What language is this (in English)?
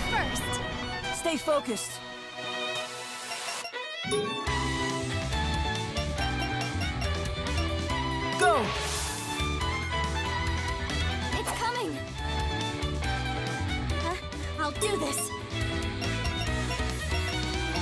English